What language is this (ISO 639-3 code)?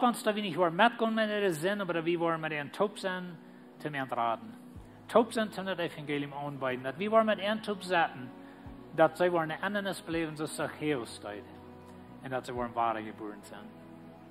pdt